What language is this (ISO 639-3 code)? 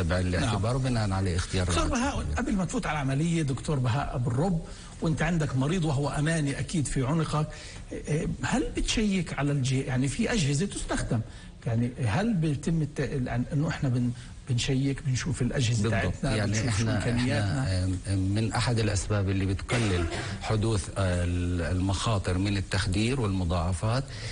apc